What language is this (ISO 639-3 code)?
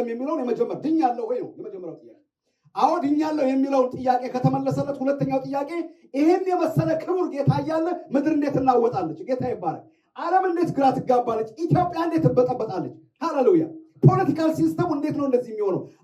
amh